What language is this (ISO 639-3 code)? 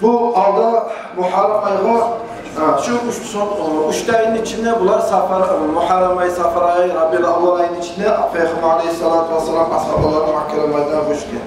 kum